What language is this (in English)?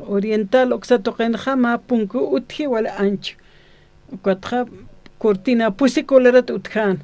Aymara